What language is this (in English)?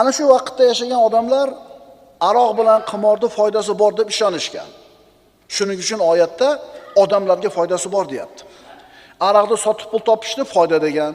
Uzbek